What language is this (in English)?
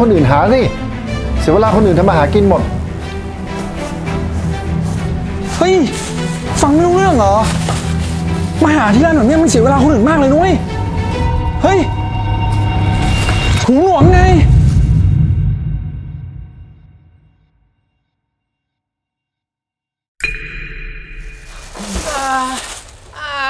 Thai